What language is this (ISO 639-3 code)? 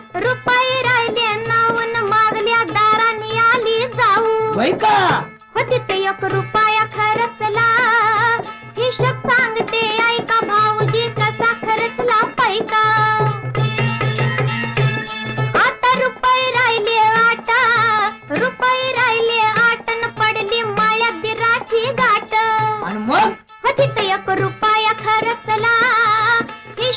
mar